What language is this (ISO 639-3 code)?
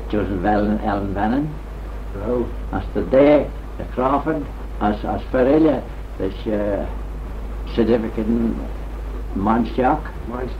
glv